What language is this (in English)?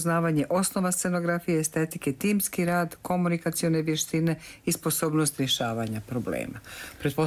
Bosnian